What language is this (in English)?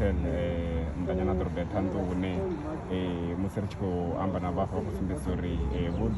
Venda